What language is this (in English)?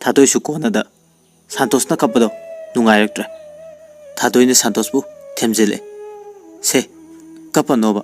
Manipuri